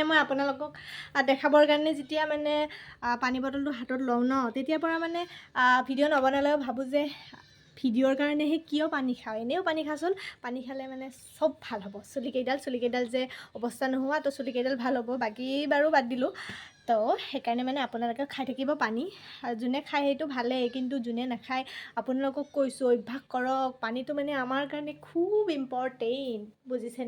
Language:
Assamese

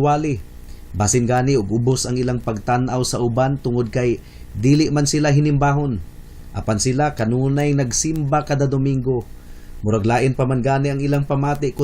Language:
Cebuano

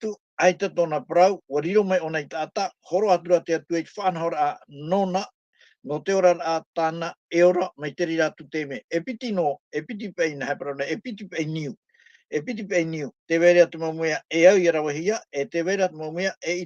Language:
Tahitian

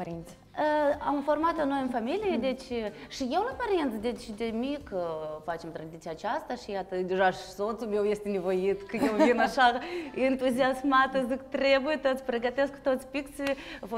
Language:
Romanian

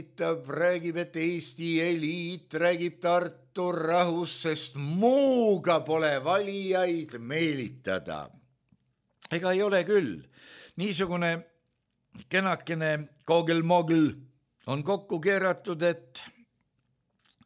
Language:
Estonian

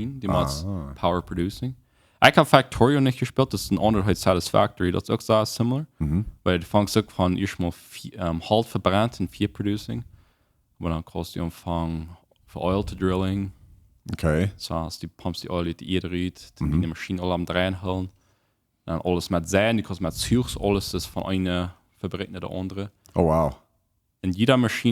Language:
Plautdietsch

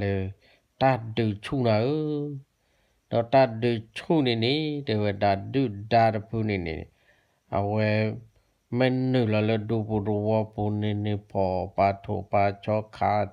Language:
S'gaw Karen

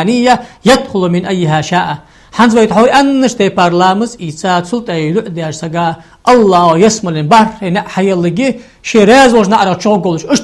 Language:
Ingush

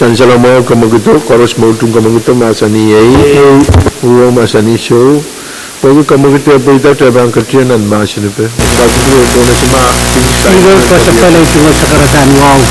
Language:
Pohnpeian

